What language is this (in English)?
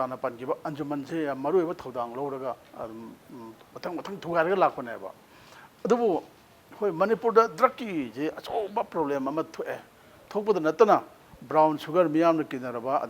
Manipuri